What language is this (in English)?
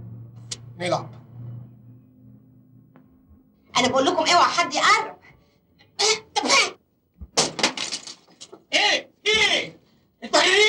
Egyptian Arabic